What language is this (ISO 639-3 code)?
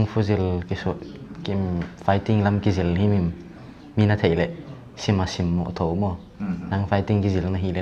pck